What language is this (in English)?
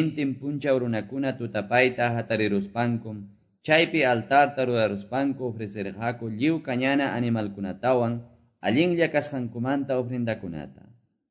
Quechua